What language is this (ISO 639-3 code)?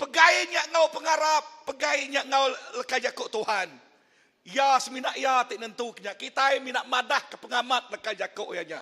iba